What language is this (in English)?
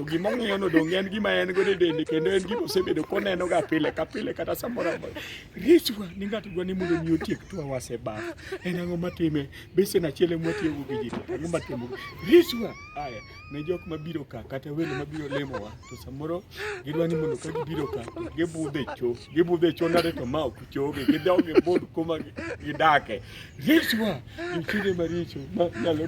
Luo (Kenya and Tanzania)